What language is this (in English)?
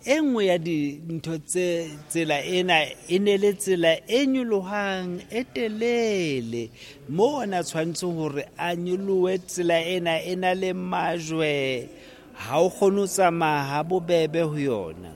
Southern Sotho